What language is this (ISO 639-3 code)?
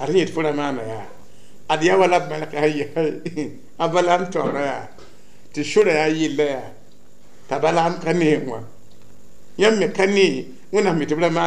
mos